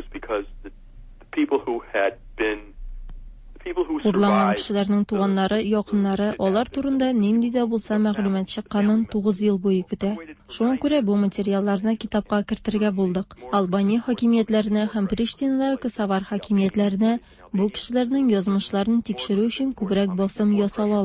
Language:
Tatar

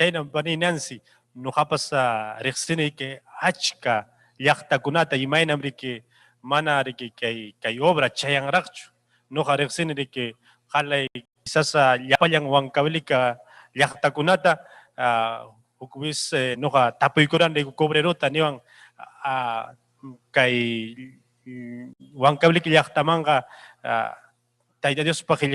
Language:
Ayacucho Quechua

